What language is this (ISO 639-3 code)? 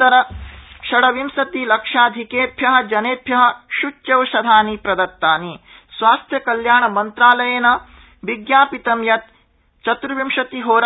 san